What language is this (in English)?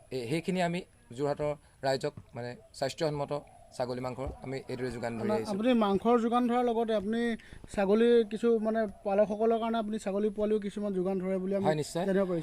Assamese